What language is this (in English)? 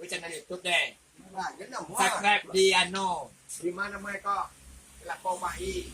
Minangkabau